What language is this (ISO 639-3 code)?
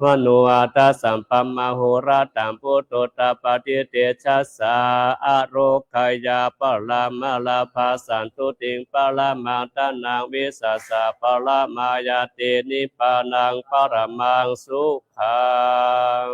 pli